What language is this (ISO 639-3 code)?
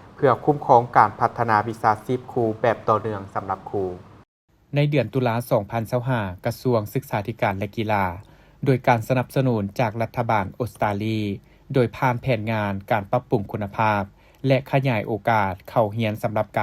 lao